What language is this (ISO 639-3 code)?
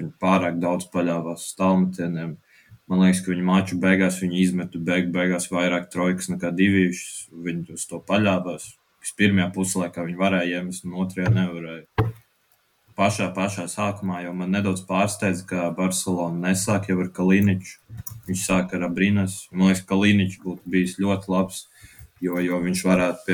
lav